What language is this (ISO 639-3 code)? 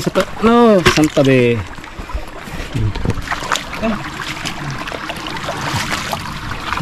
fil